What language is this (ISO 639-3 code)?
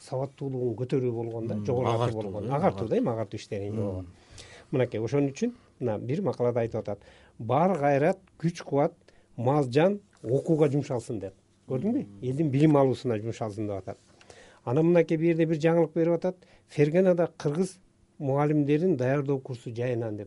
kir